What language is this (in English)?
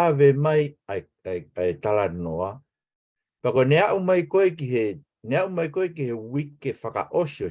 Tongan